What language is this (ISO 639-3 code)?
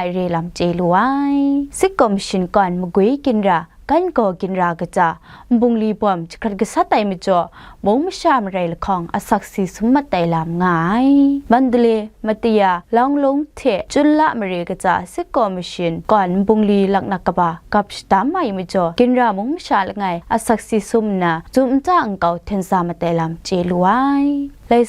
kac